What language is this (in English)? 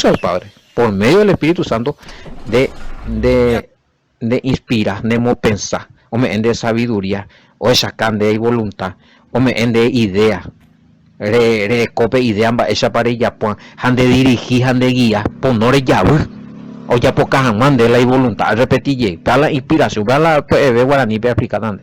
Guarani